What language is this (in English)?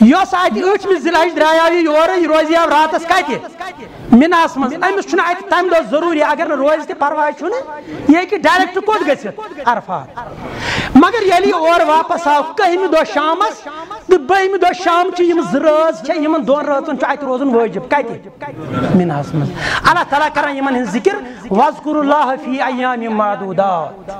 Kashmiri